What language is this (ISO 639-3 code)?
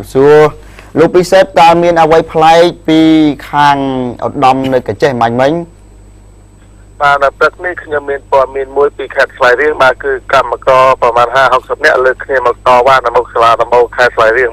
khm